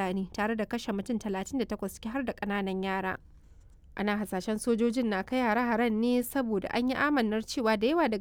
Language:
Hausa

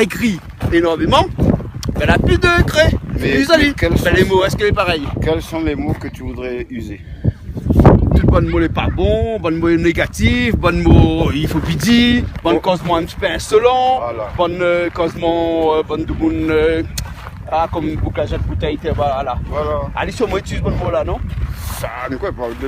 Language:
Réunion Creole French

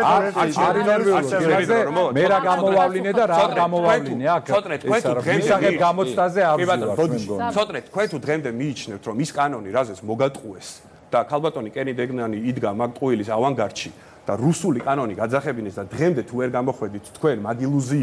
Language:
Georgian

